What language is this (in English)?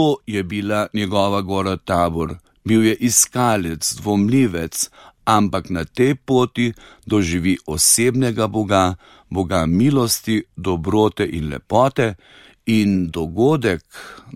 Slovenian